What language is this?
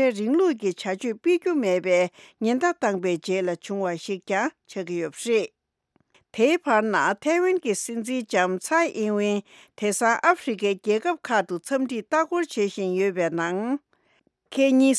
Tibetan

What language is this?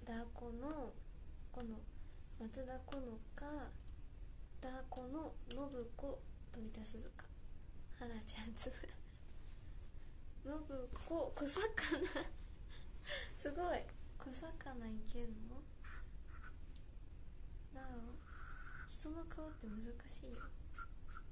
Japanese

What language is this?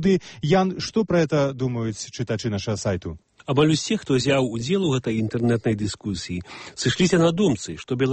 Belarusian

